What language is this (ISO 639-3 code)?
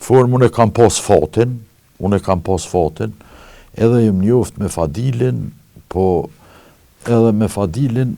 sqi